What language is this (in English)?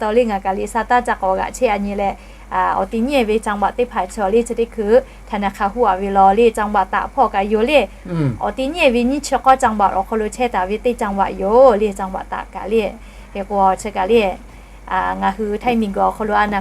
Lahu